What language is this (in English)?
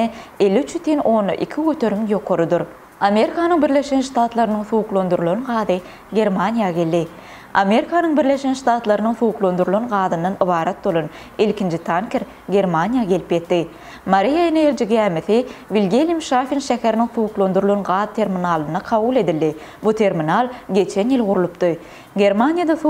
Turkmen